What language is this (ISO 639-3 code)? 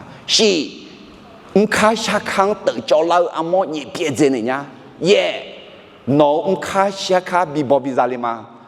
ahk